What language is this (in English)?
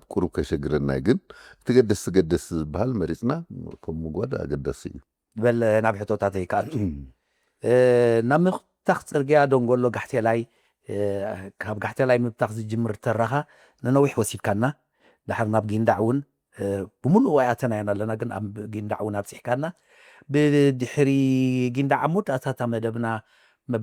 Tigrinya